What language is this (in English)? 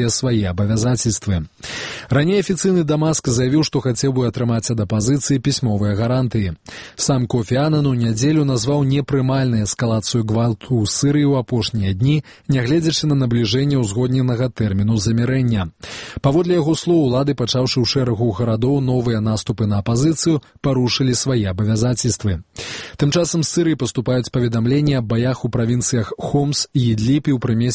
Belarusian